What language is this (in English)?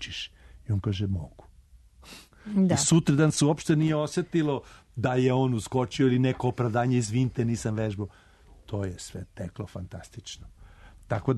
Serbian